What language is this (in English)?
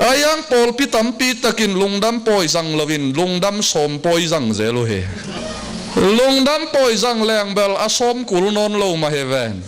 Tedim Chin